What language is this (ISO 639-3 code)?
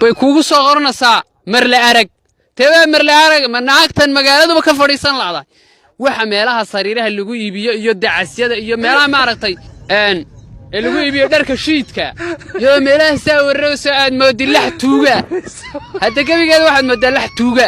som